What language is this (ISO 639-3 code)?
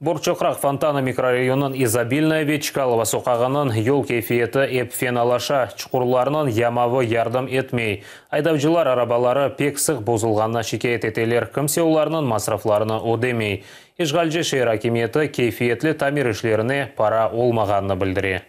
crh